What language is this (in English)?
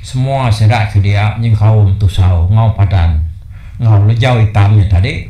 Iban